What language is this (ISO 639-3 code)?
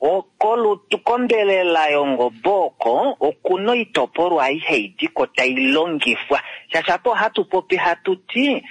kua